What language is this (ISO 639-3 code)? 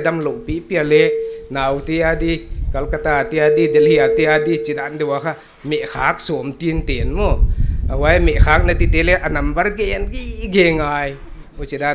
pck